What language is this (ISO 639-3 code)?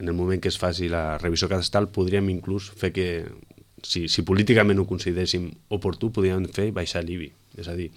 cat